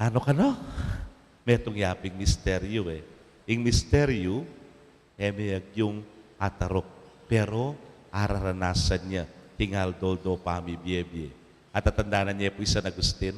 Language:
Pampanga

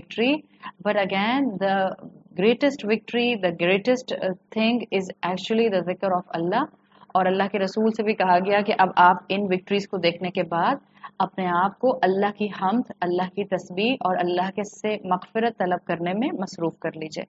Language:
Urdu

